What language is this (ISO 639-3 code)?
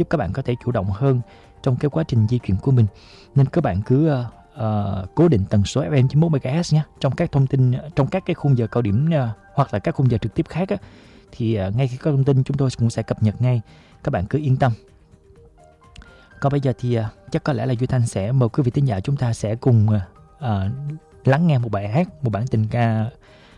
vie